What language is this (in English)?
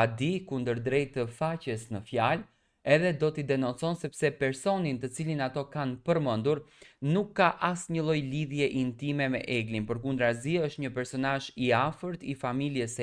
Albanian